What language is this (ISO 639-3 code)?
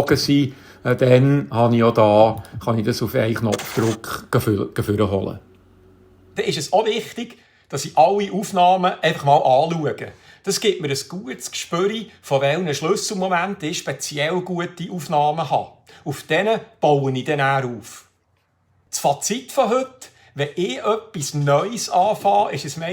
gsw